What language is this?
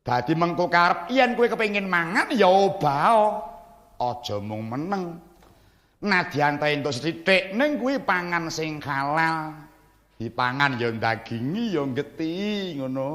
Javanese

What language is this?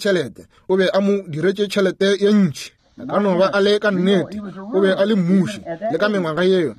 Northern Sotho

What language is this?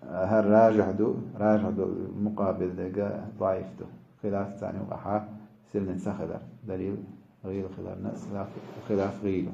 Chechen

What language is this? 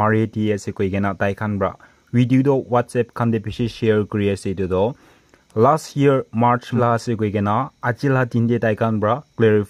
Naga Pidgin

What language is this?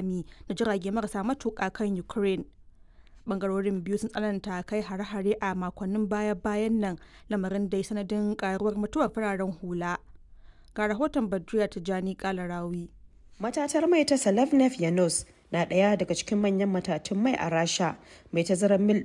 Hausa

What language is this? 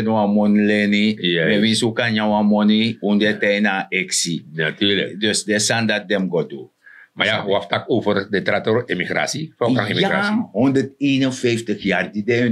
Sranan Tongo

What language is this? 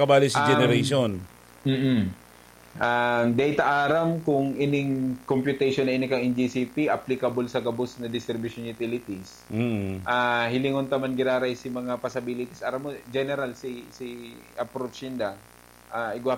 Bikol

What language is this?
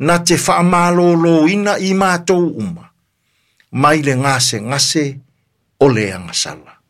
Samoan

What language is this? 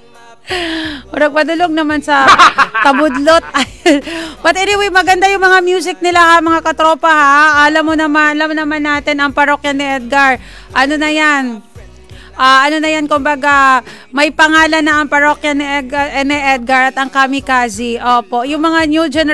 Filipino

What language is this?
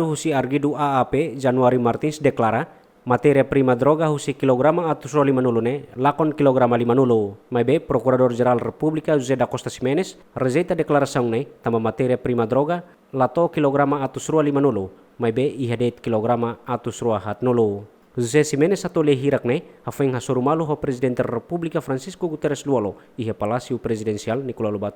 Tetum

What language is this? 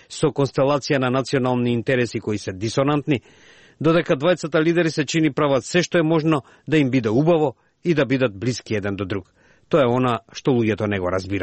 Macedonian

